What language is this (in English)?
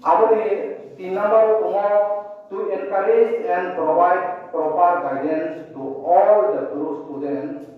Riang (India)